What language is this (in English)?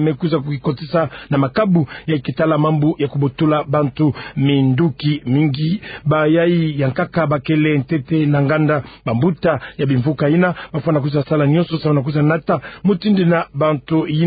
Kituba (Democratic Republic of Congo)